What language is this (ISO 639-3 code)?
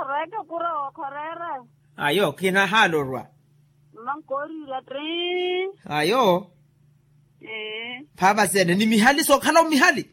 vmw